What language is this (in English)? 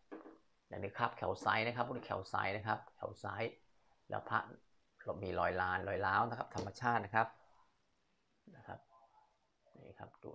Thai